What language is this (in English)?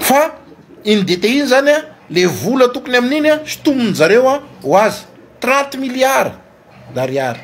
Malagasy